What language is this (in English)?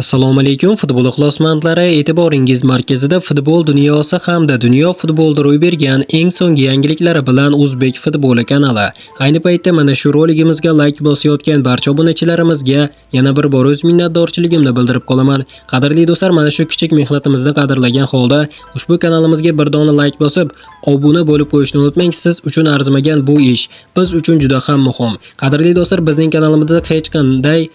Uzbek